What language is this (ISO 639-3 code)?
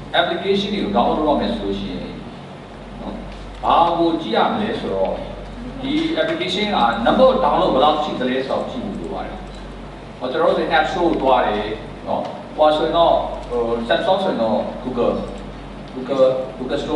mya